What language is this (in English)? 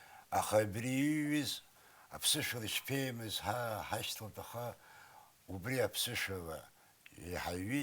Abkhazian